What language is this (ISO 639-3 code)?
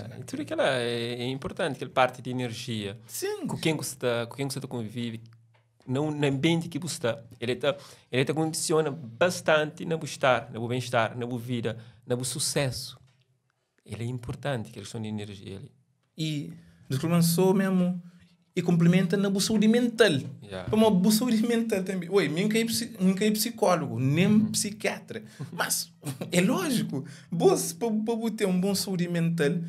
kea